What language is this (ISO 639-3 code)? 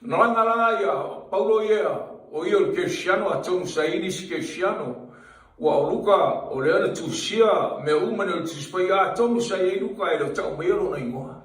smo